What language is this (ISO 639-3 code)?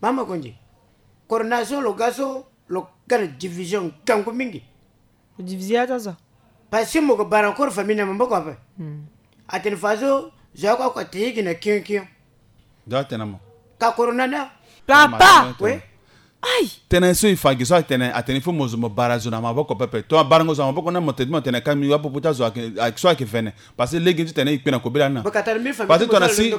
sag